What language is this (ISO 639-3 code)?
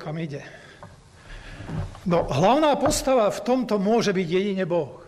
slk